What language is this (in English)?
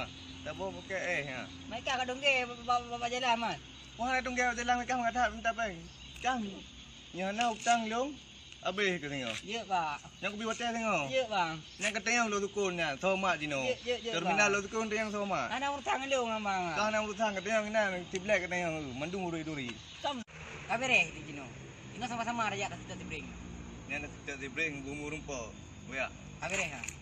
Achinese